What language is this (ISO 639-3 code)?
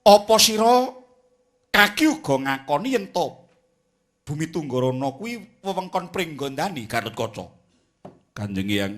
jav